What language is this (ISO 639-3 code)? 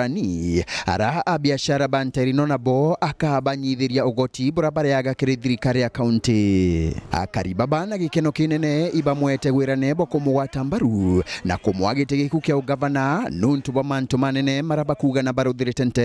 mer